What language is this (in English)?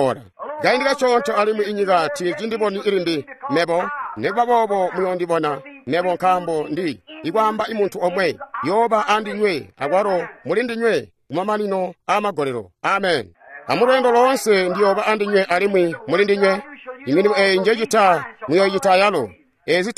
Tonga (Zambia)